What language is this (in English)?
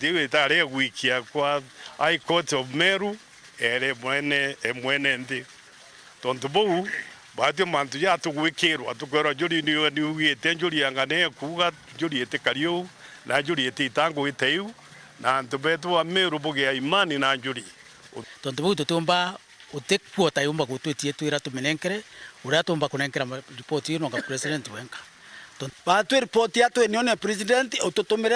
Meru